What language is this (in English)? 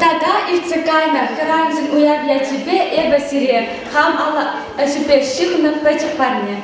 Chuvash